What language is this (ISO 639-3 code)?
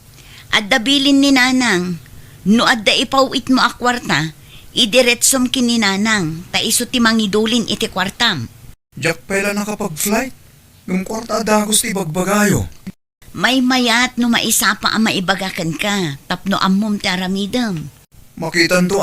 ilo